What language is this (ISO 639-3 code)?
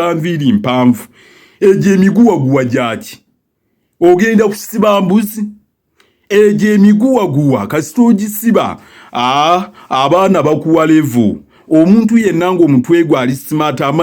lug